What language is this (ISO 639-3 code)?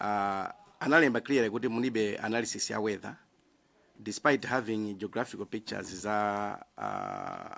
nya